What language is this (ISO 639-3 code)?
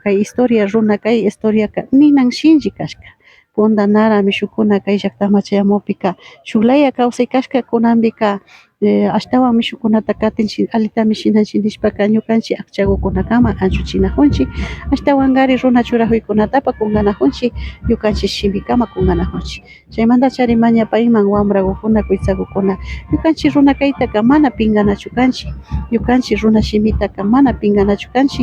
qvi